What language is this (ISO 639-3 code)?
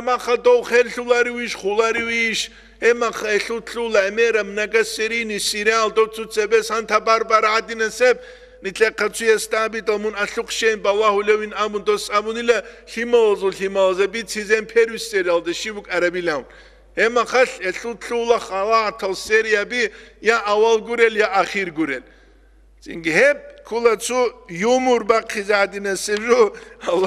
ava